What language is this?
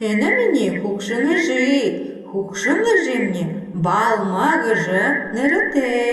Buriat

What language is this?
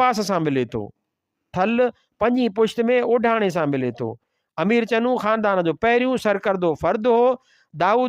Sindhi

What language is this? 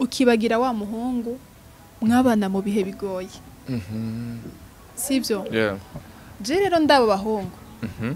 Rundi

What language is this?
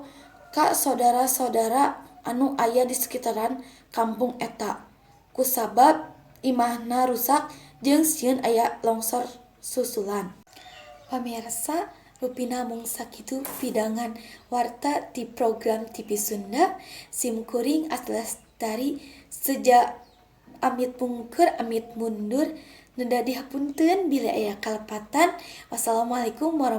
Sundanese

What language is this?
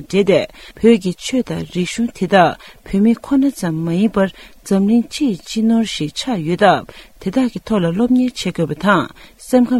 Tibetan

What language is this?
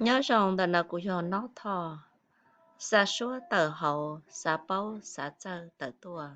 Hmong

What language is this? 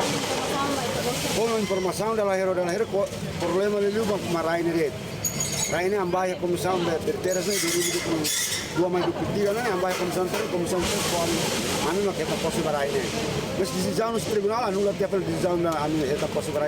Tetum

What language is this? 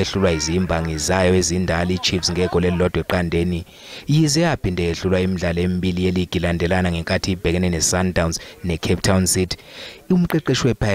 Zulu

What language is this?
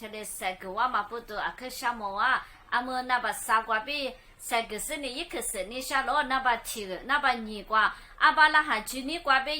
Lisu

